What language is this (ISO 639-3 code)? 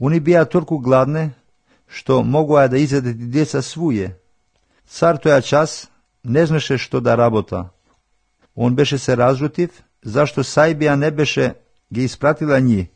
mkd